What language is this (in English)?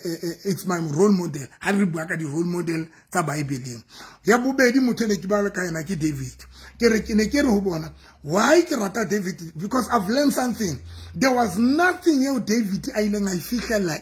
Southern Sotho